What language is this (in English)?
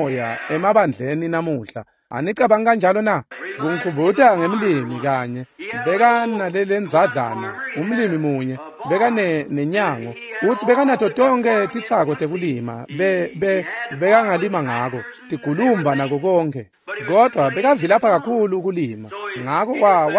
Swati